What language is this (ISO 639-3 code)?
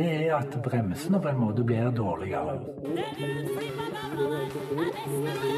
nor